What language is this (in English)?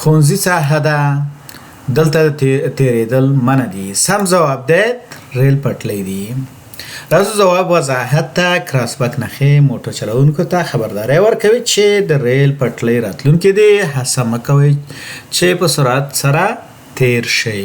Pashto